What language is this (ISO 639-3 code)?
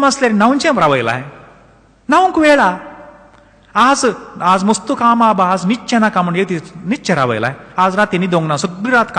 kok